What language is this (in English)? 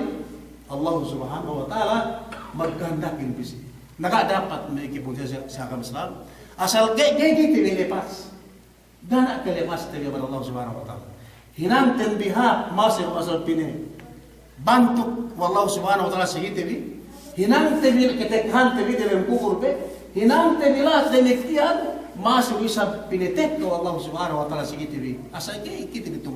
Yakan